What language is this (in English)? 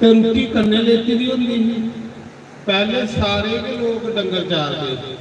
Dogri